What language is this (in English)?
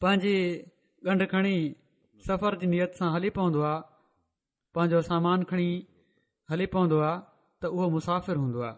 Sindhi